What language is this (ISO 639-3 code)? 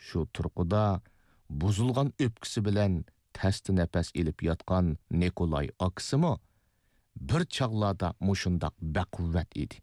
uig